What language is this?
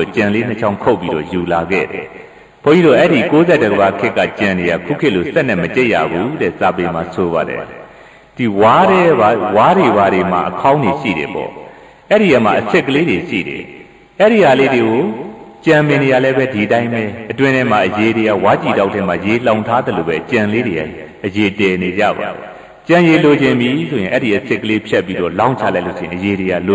Burmese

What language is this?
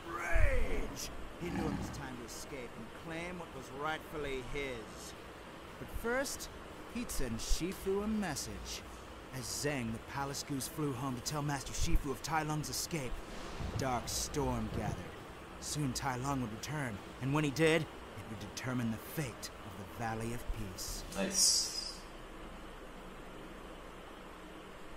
English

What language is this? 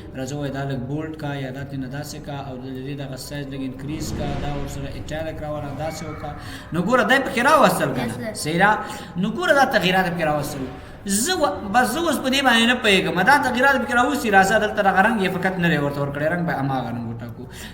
Pashto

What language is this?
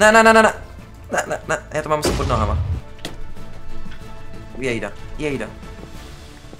Czech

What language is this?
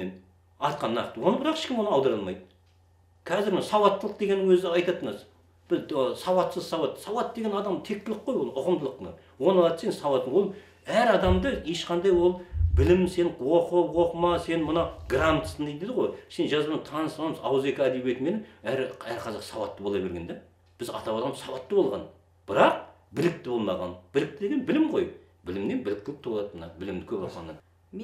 Kazakh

